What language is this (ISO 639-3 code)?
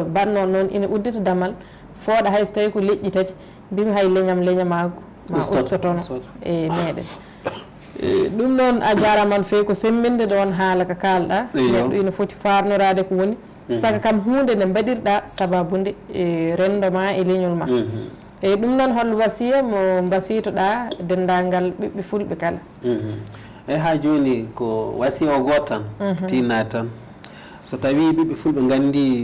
ful